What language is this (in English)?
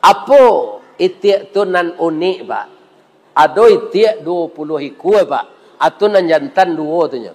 Minangkabau